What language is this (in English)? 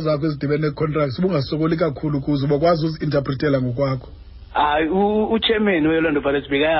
Xhosa